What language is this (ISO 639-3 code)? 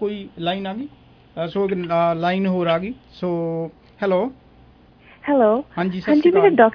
pan